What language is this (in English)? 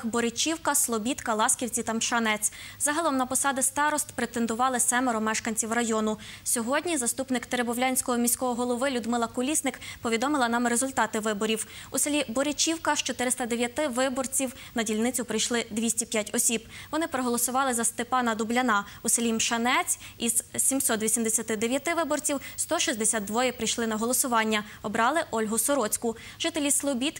Ukrainian